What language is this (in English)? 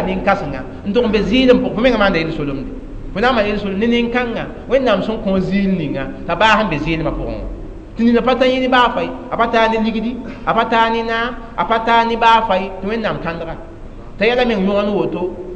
Mossi